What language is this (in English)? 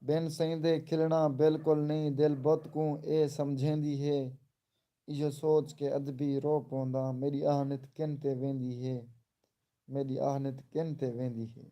Saraiki